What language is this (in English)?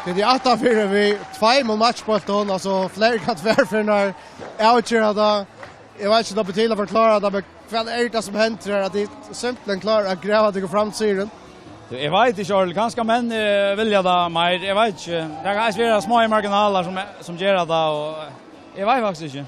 Faroese